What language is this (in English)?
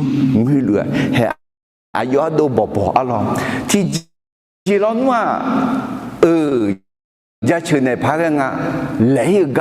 Akha